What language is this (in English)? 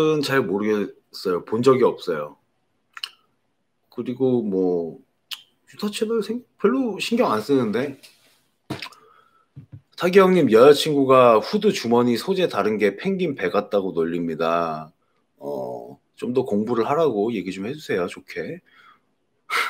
Korean